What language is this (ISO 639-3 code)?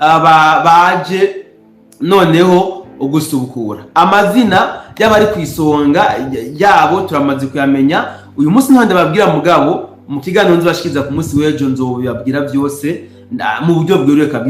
run